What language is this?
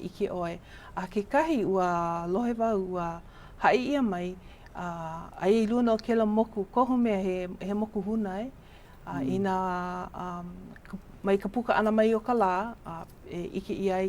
Hawaiian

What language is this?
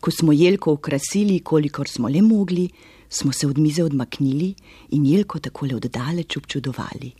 Slovenian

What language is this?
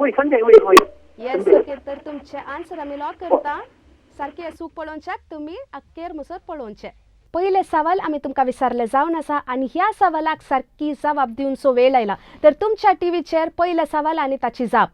Konkani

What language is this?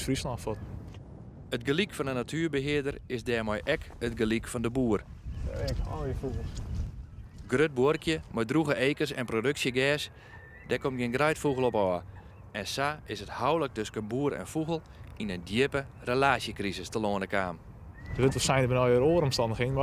Western Frisian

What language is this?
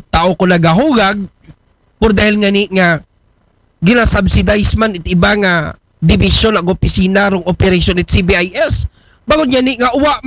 Aklanon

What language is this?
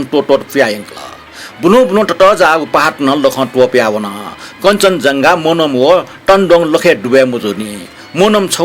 Newari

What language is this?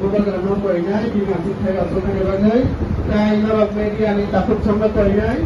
Kok Borok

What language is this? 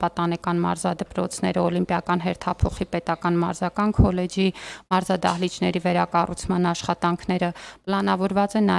Armenian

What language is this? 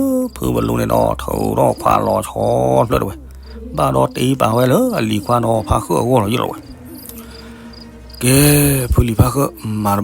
S'gaw Karen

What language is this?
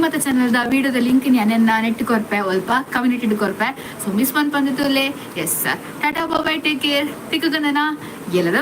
Tulu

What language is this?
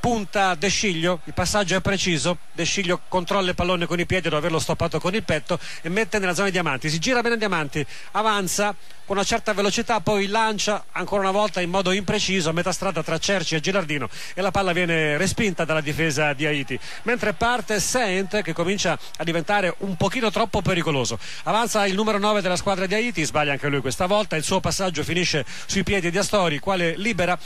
Italian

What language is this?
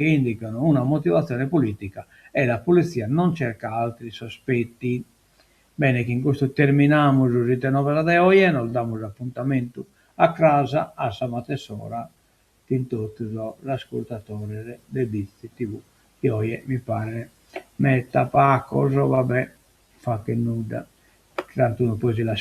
Sardinian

